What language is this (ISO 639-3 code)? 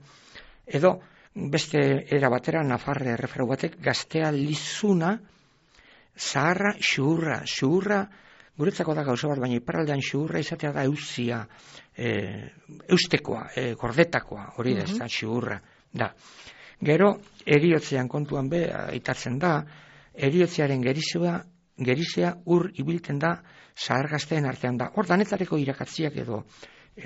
eus